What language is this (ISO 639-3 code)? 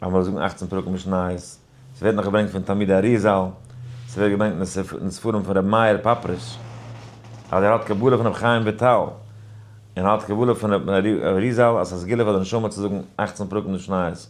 yid